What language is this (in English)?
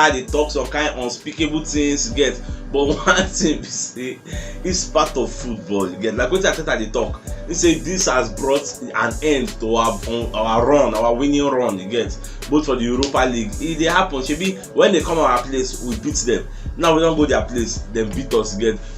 Nigerian Pidgin